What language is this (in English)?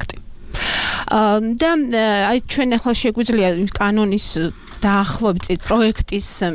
Georgian